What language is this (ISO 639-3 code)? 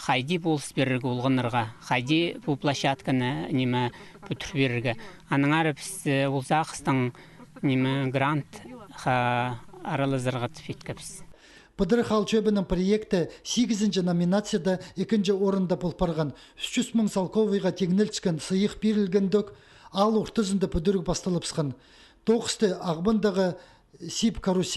kjh